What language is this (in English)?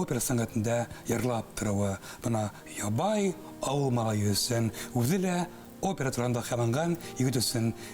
Bashkir